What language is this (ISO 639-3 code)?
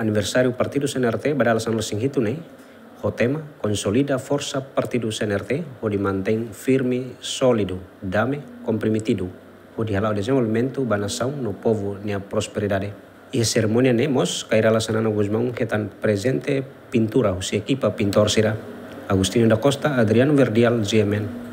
tet